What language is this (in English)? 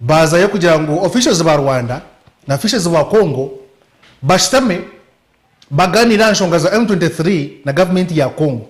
Nyankole